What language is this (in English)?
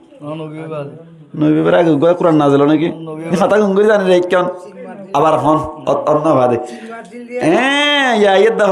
Rohingya